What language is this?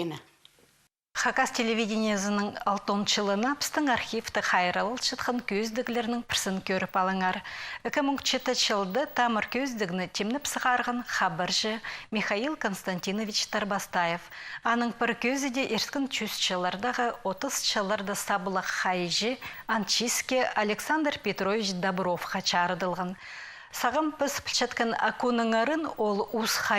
Khakas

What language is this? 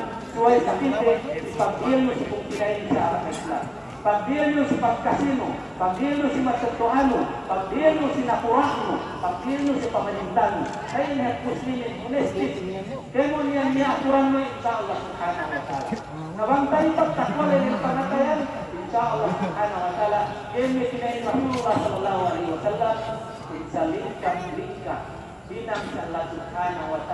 Yakan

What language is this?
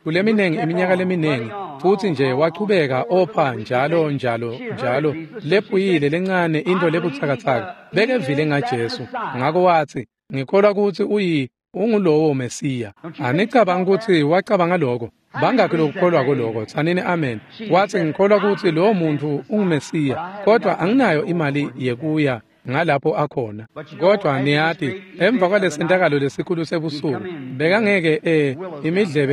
Swati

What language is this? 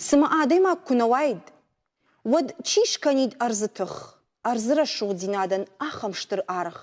Ossetic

